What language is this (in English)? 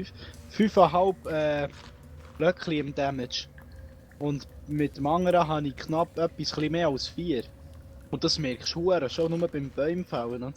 Swiss German